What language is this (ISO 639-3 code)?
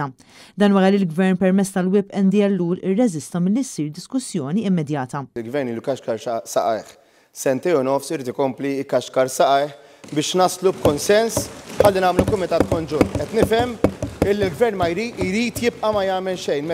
mlt